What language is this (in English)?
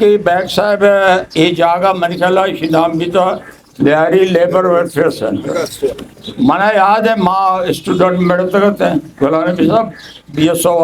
Eastern Balochi